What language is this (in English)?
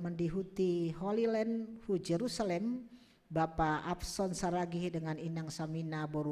Batak Simalungun